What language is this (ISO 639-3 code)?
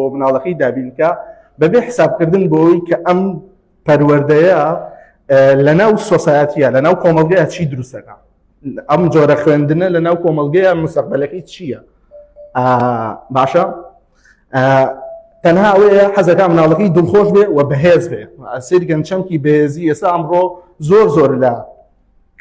ckb